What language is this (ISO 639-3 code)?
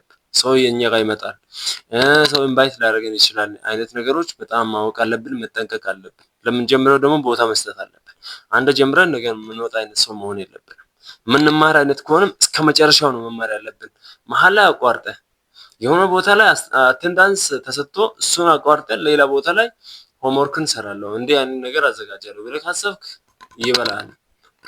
amh